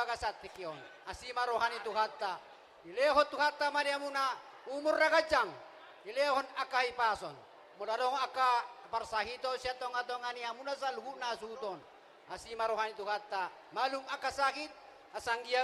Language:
Batak Toba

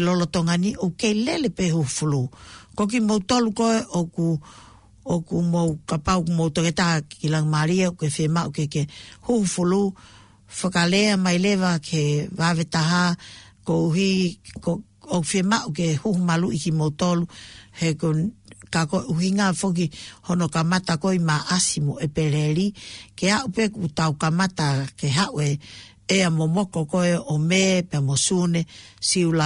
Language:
Tongan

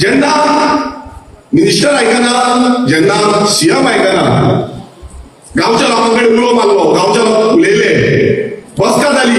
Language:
Konkani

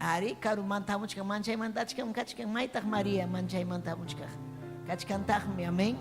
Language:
Ayacucho Quechua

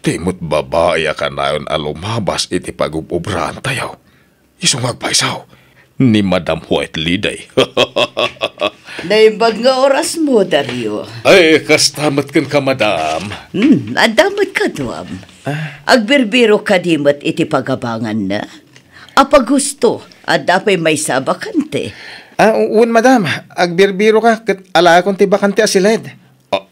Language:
Iloko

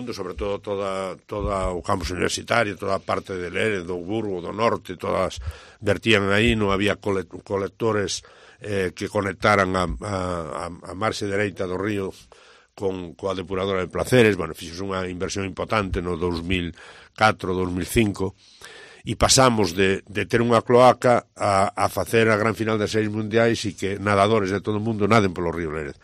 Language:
Galician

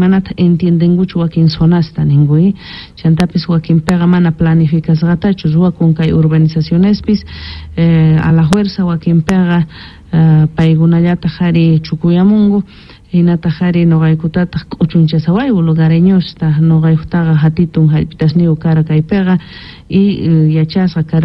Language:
South Bolivian Quechua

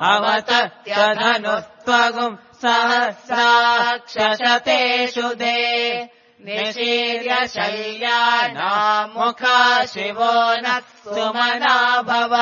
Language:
Sanskrit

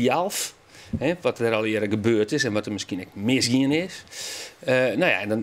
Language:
Western Frisian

